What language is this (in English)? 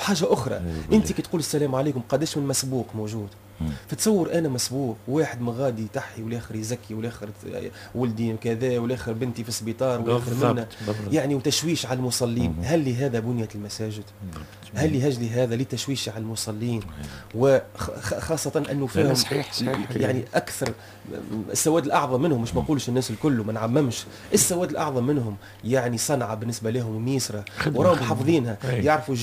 Tunisian Arabic